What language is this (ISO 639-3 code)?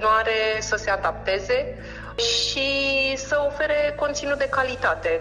ron